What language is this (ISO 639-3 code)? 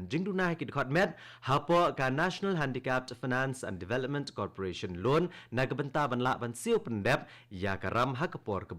kha